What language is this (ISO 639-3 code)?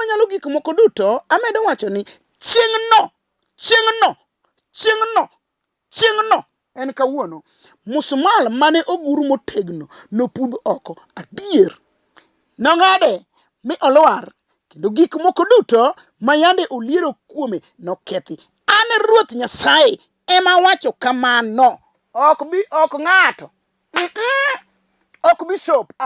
luo